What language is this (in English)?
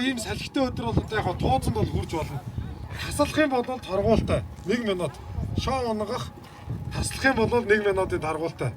Mongolian